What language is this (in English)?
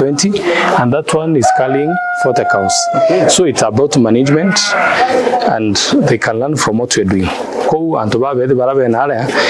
Meru